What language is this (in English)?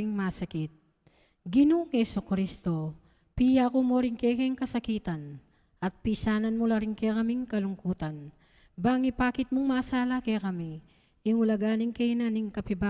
Pampanga